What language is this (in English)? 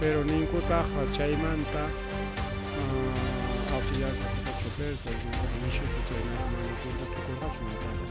Ayacucho Quechua